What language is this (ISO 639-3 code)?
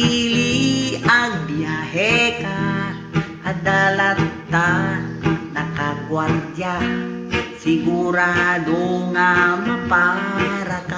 ilo